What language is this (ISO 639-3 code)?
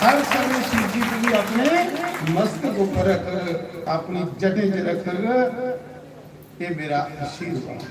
doi